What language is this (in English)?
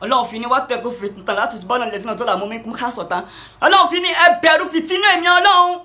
Yoruba